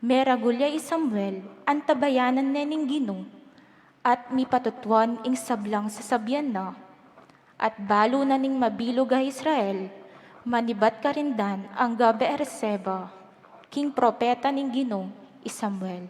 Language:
Pampanga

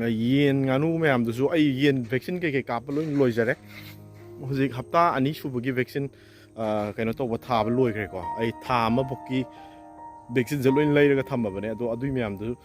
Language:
Manipuri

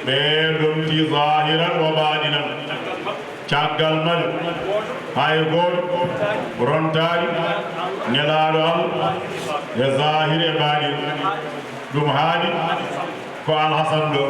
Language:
Fula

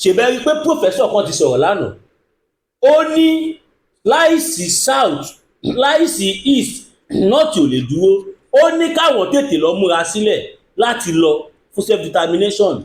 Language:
Yoruba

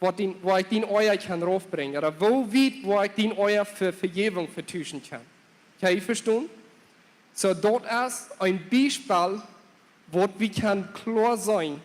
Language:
Plautdietsch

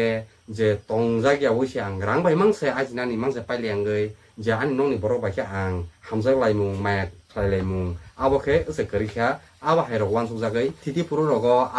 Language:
Kok Borok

